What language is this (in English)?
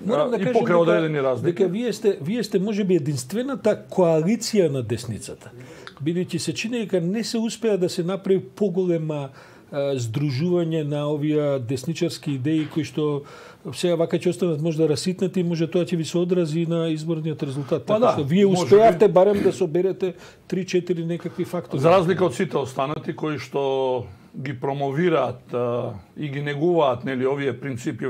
Macedonian